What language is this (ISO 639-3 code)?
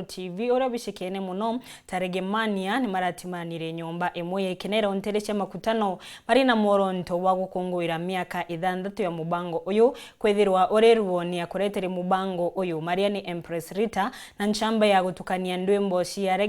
mer